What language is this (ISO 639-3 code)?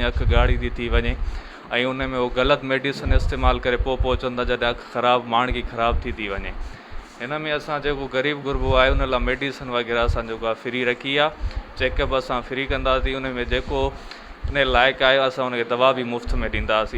snd